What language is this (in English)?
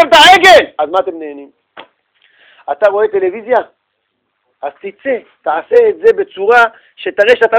Hebrew